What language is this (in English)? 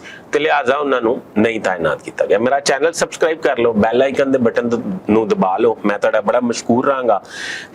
Western Panjabi